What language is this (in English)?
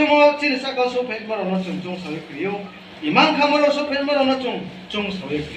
Riang (India)